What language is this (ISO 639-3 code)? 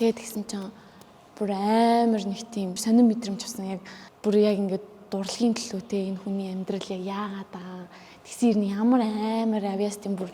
mon